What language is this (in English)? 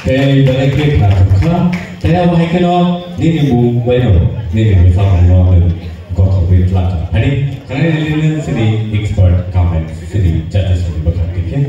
Kok Borok